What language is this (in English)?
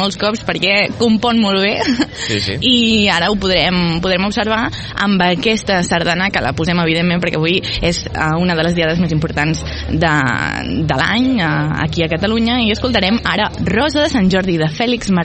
Catalan